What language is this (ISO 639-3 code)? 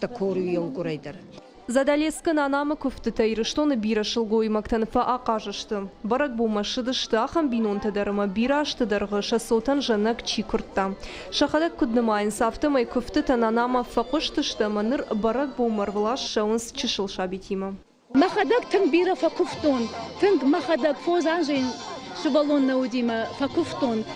oss